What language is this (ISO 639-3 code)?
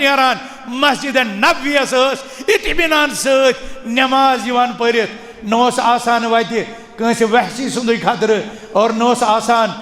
kas